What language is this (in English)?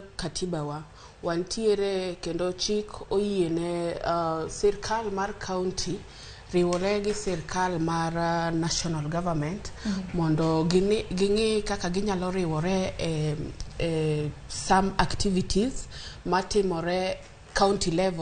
Luo (Kenya and Tanzania)